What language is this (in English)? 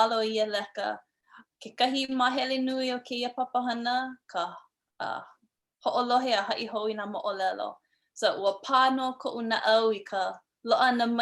Hawaiian